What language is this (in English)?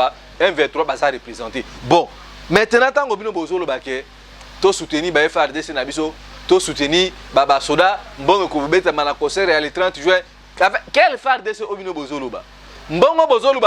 Lingala